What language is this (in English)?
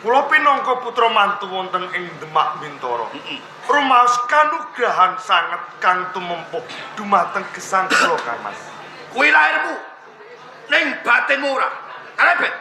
Javanese